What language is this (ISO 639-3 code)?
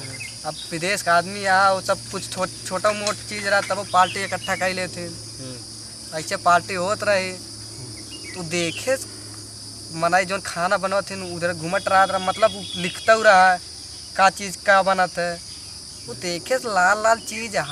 awa